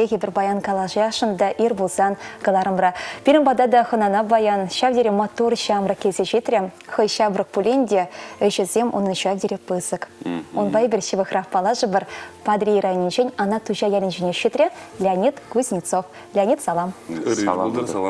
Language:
Chuvash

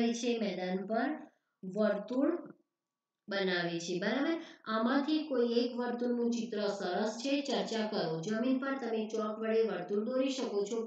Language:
Gujarati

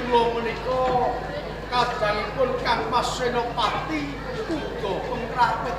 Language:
Javanese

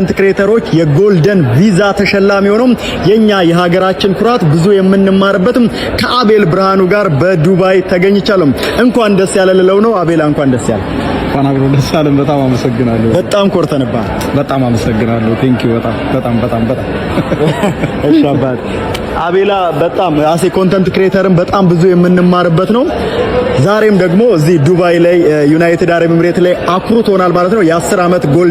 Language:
Amharic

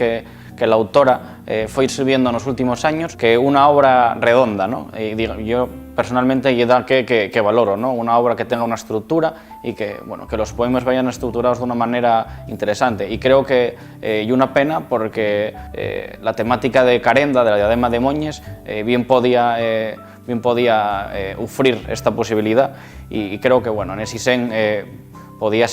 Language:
Asturian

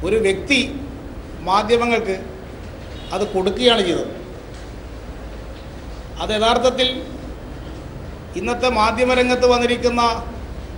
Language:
Malayalam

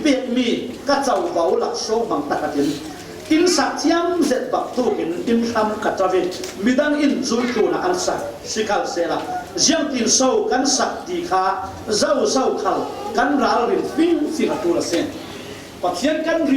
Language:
Falam Chin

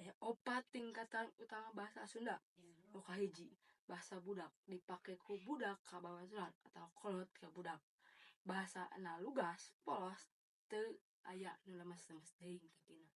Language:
Sundanese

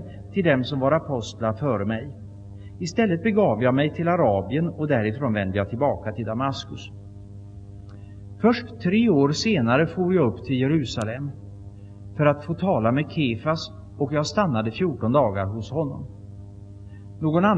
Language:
Swedish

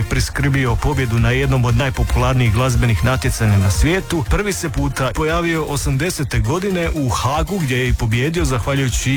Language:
Croatian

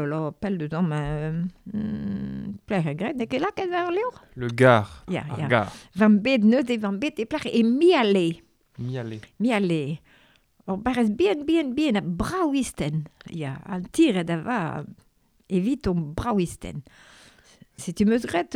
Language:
Breton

